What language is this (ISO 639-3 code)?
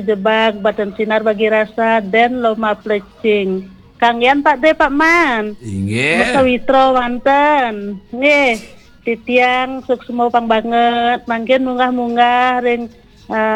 ban